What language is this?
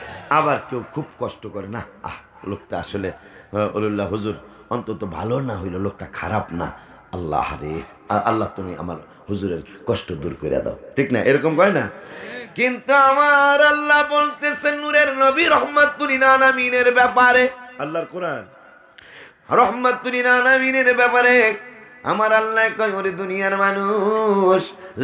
Bangla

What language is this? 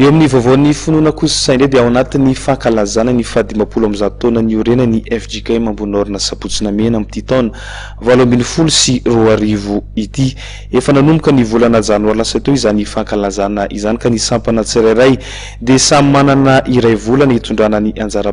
Malagasy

